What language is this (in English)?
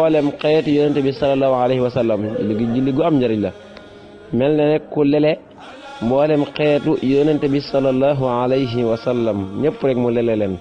Wolof